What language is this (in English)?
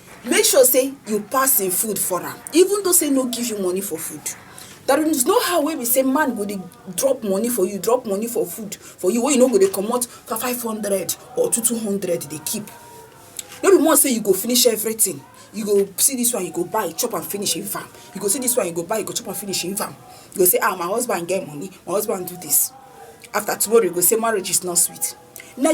Nigerian Pidgin